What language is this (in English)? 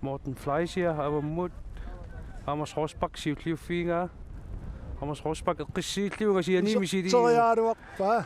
Kalaallisut